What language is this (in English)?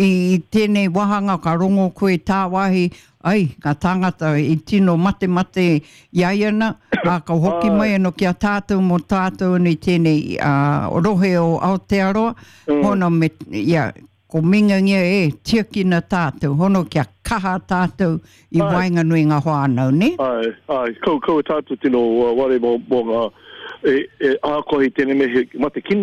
Māori